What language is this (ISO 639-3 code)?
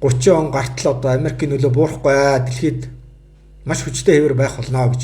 mon